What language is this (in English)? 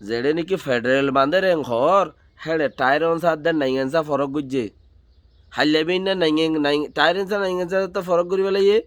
Rohingya